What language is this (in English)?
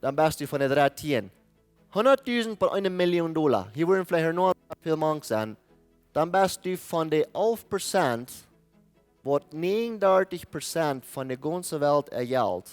Plautdietsch